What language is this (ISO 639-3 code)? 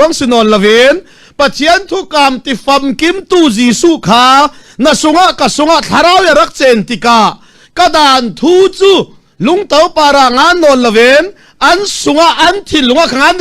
cfm